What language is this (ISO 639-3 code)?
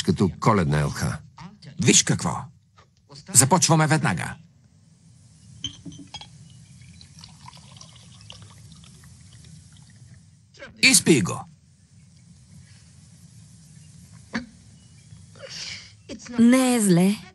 bul